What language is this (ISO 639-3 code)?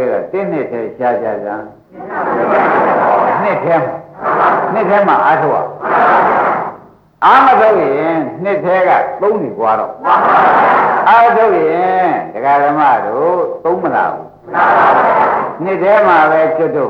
mya